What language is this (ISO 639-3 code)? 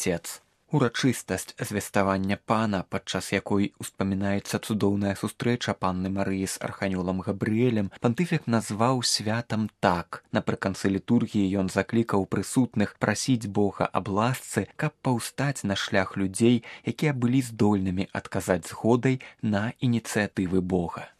bel